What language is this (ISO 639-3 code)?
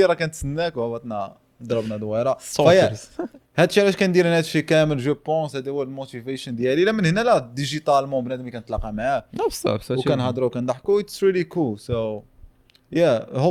ary